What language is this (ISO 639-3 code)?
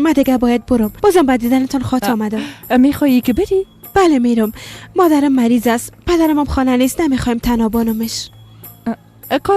fas